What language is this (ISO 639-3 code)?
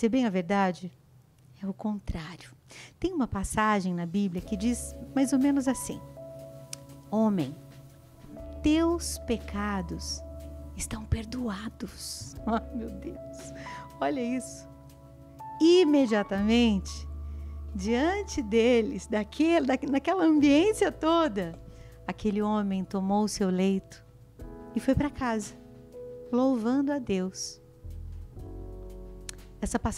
por